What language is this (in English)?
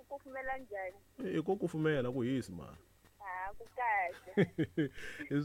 Tsonga